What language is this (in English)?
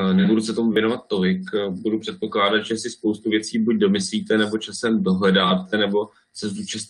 Czech